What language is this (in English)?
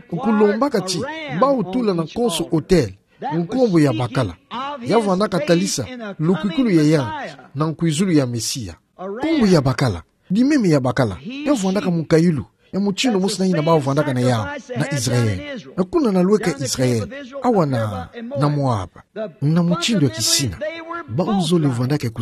Kituba (Democratic Republic of Congo)